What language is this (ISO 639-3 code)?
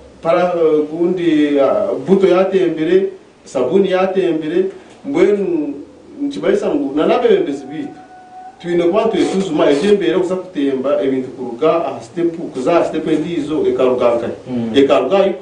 nyn